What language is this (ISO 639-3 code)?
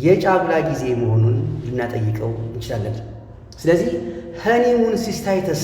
amh